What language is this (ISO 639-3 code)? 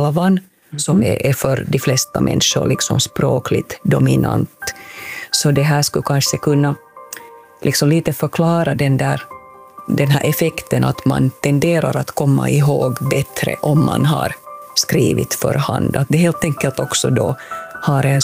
swe